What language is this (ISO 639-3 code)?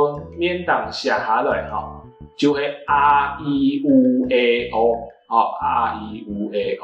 hak